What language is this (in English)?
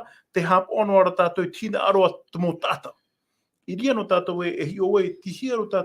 Tahitian